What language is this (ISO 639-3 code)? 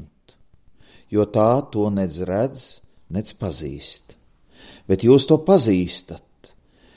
lav